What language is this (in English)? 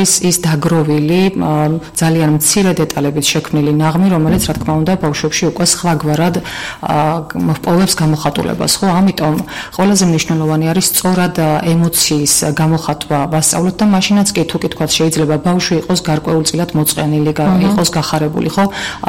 Georgian